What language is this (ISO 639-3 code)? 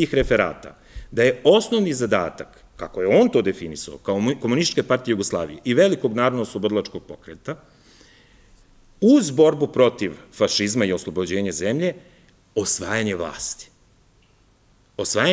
srp